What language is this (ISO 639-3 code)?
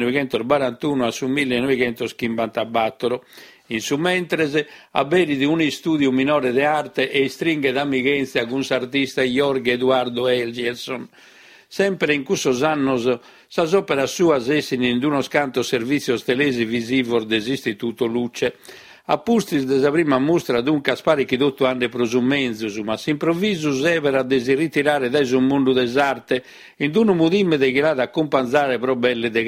srd